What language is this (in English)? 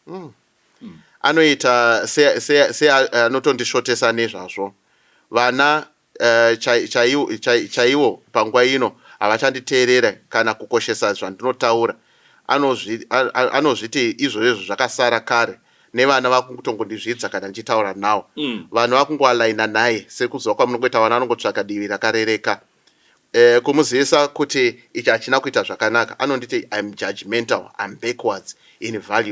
Shona